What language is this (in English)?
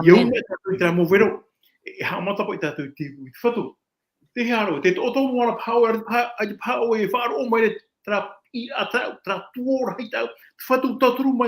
Tahitian